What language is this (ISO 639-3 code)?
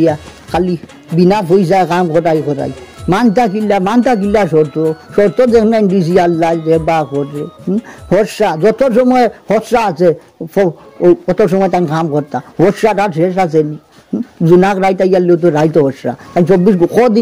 syl